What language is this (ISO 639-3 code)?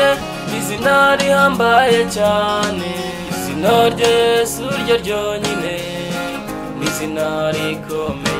kin